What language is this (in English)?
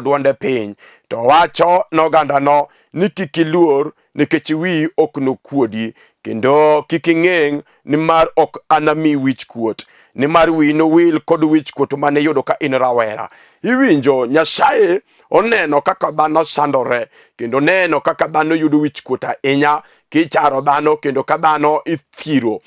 Luo (Kenya and Tanzania)